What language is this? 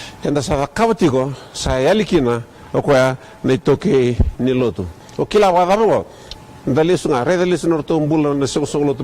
Fijian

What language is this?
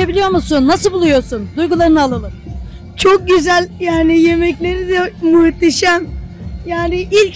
Turkish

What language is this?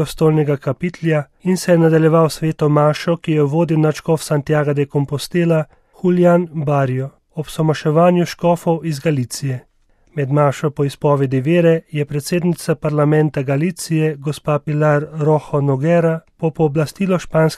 Slovenian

